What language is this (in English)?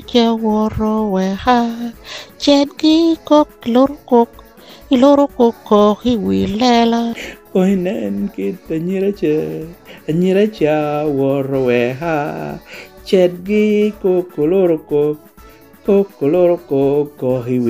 Lango (Uganda)